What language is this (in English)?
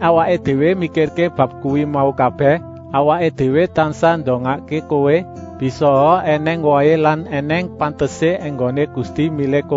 Javanese